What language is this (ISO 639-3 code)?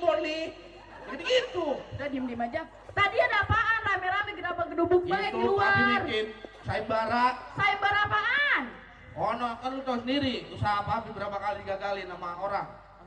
bew